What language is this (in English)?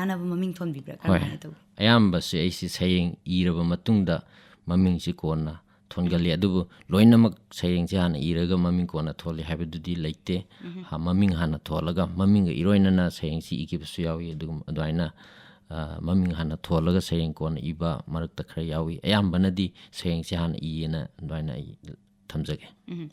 Manipuri